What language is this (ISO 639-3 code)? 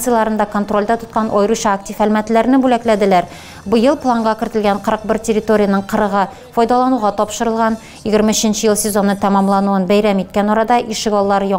tat